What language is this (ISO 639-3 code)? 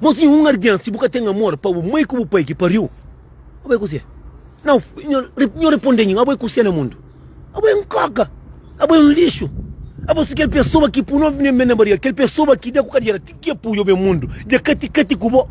kea